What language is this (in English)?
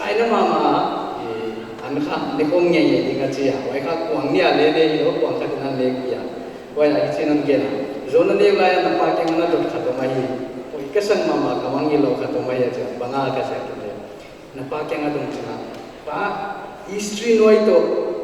Paite Chin